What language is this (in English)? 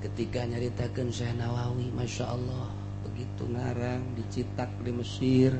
Sundanese